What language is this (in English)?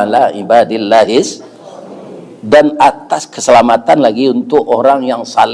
Minangkabau